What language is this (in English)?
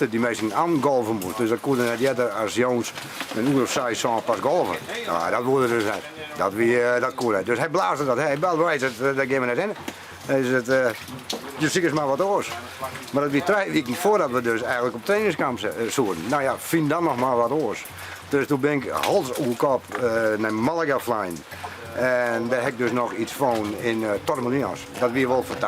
Western Frisian